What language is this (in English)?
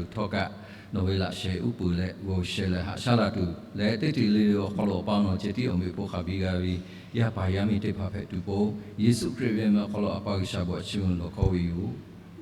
Lahu